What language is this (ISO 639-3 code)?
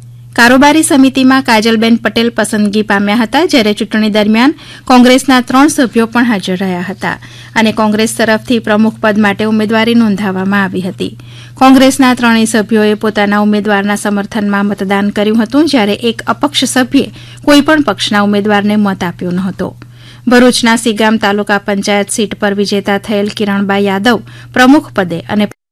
guj